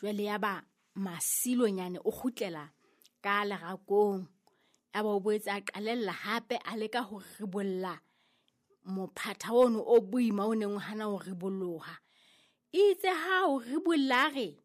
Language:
Southern Sotho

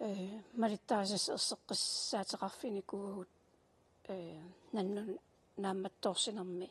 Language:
Kalaallisut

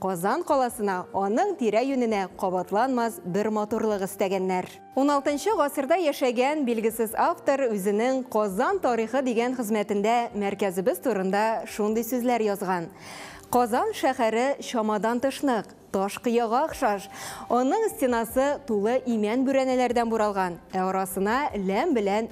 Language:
Tatar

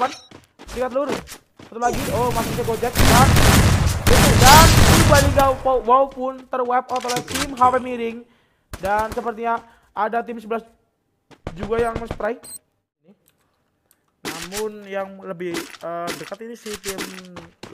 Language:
Indonesian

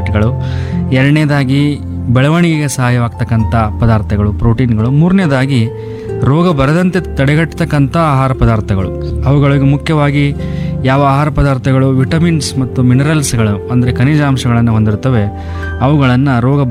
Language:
Kannada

